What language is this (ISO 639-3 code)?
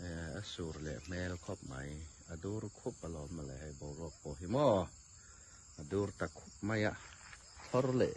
hmr